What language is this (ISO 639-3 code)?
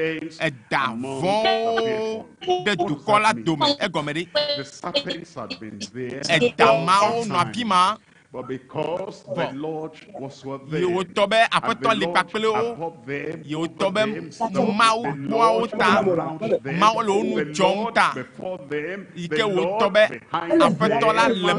ewe